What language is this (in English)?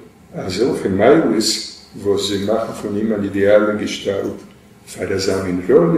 Yiddish